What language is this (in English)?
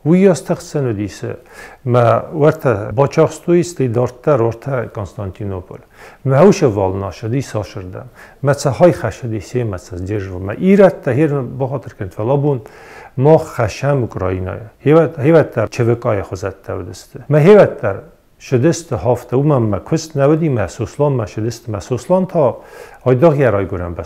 Ossetic